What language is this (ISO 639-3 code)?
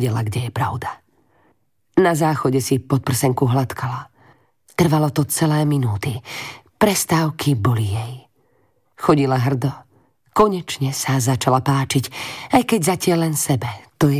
slk